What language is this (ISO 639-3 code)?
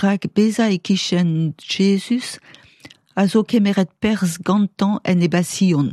bre